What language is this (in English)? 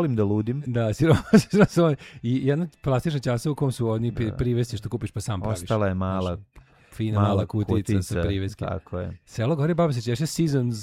Serbian